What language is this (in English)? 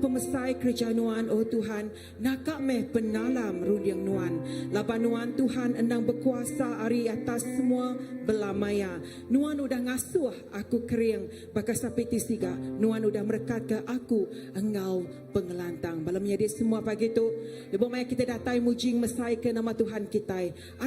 Iban